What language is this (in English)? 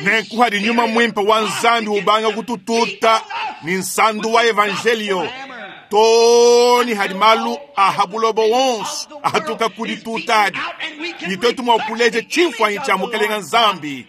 Luba-Lulua